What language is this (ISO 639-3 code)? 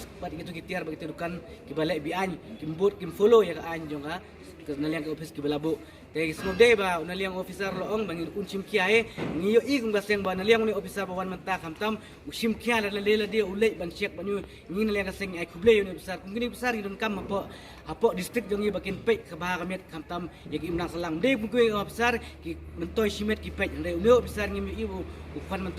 kha